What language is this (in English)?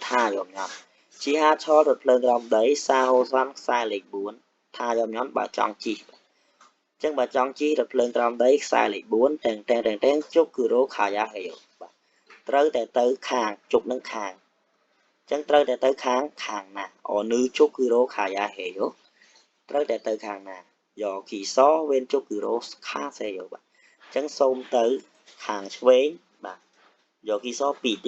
Khmer